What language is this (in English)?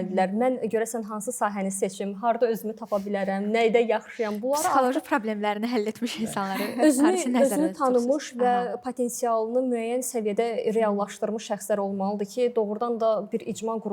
Azerbaijani